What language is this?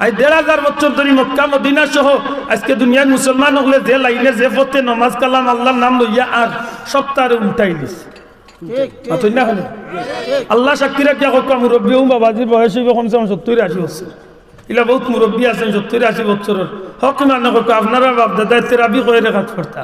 Sylheti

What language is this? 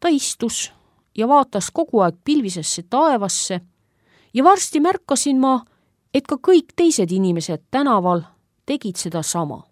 Estonian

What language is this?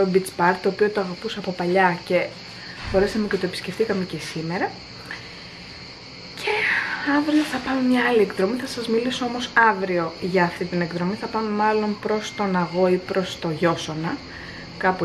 Greek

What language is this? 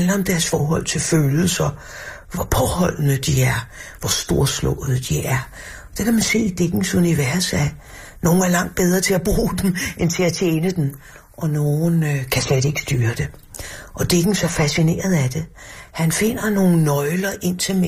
Danish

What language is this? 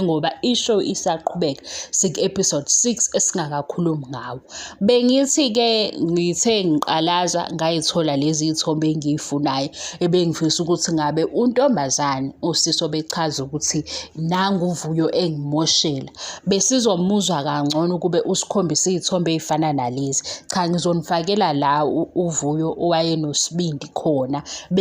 Zulu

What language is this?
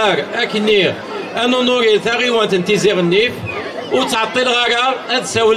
Kabyle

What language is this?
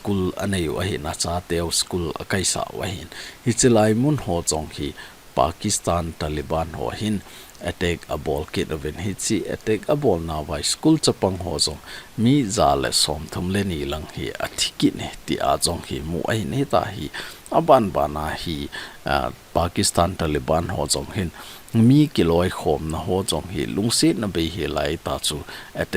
Thado Chin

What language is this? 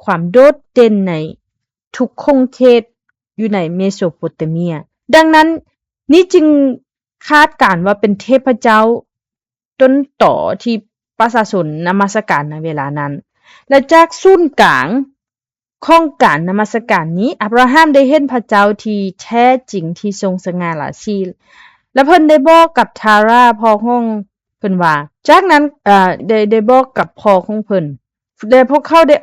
Lao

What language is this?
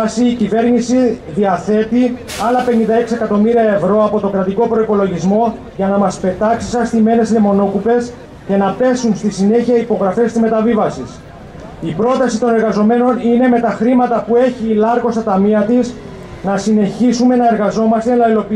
Greek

